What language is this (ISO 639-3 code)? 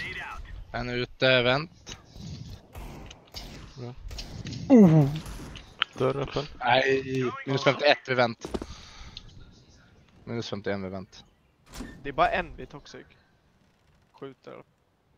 swe